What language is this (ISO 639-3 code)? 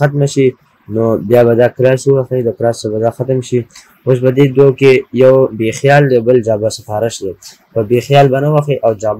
pus